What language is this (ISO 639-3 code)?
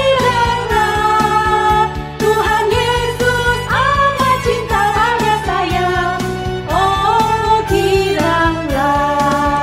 ind